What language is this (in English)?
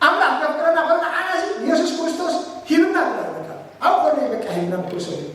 Tigrinya